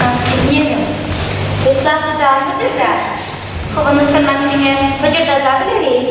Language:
Chuvash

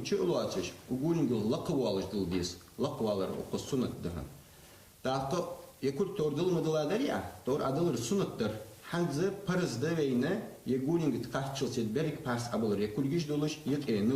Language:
Ingush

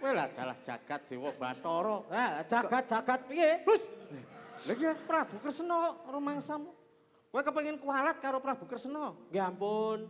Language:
Javanese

